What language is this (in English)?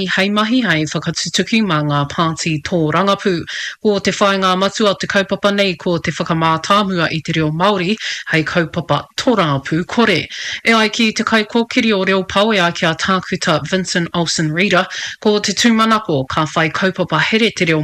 Māori